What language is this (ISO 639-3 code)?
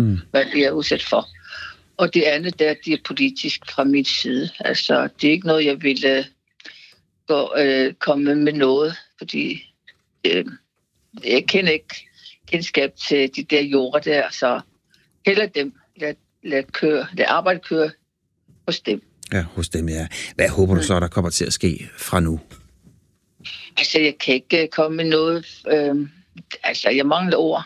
dan